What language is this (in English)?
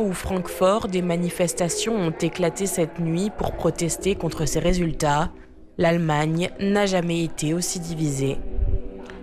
French